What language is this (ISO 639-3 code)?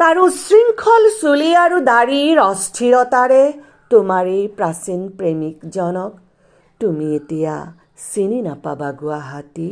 asm